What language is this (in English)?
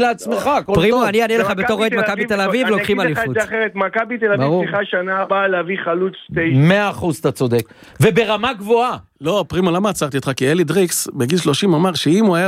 Hebrew